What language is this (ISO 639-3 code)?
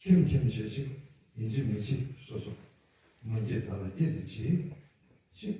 bod